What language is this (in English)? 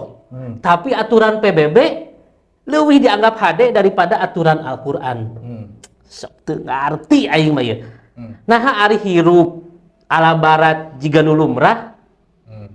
Sundanese